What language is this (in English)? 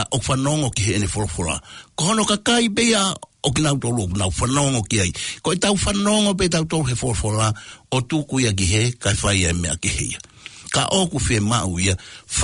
Tongan